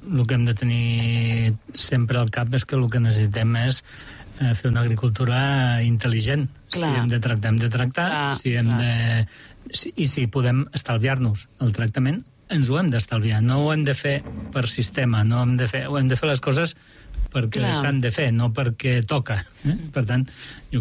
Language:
Catalan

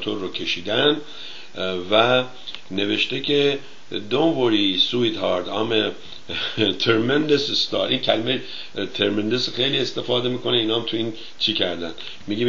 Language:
Persian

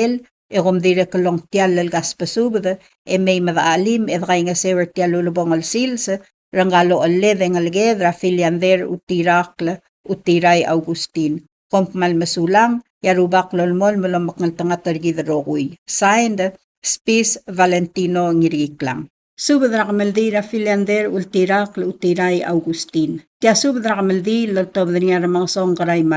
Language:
Palauan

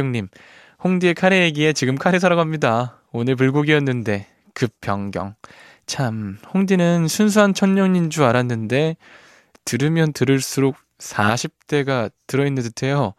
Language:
Korean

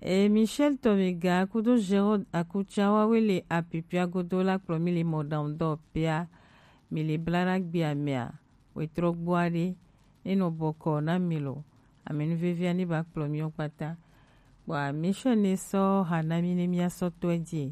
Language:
Gen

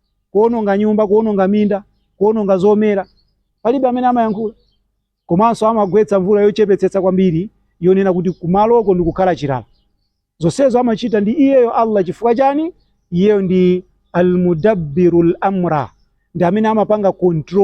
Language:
Nyanja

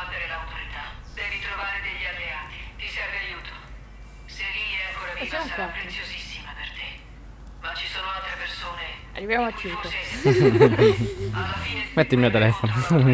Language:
Italian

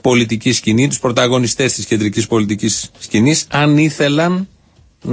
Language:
Greek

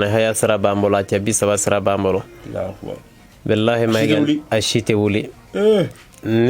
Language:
Bambara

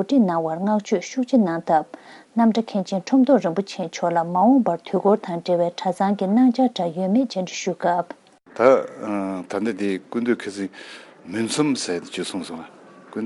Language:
Tibetan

